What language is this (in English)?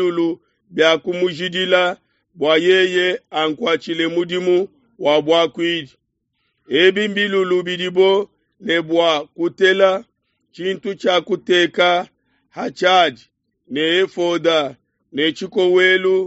Luba-Lulua